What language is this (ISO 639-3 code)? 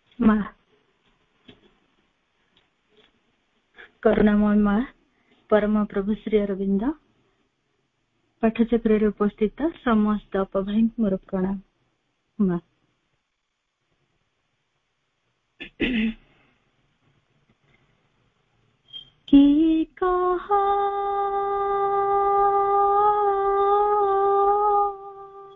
ori